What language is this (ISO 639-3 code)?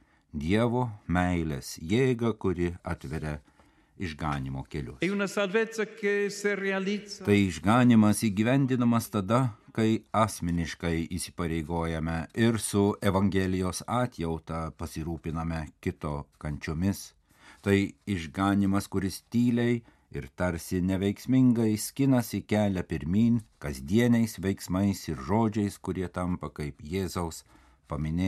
lit